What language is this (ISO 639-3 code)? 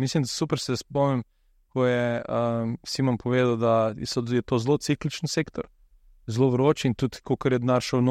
slv